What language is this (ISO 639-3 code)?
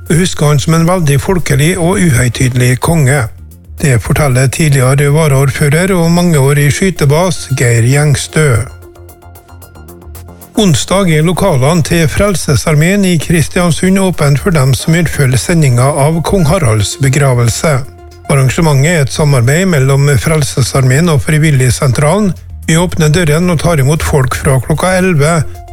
nor